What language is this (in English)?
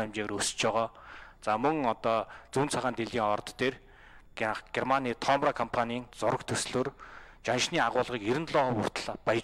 Mongolian